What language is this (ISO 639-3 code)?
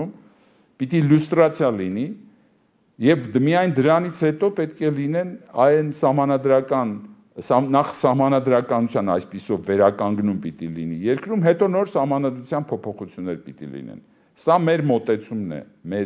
hye